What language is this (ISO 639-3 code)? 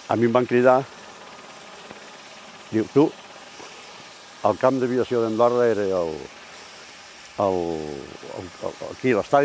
cat